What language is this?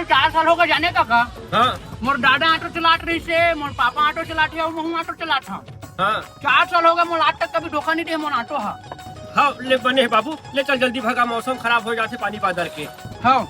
Chhattisgarhi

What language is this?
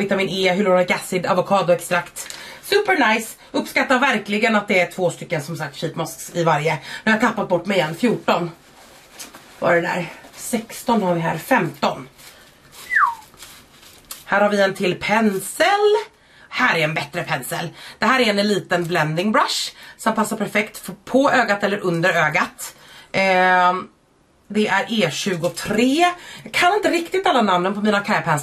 Swedish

